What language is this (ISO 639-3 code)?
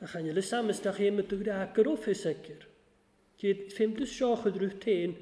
cym